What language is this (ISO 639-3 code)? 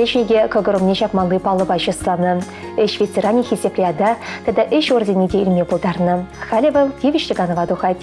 chv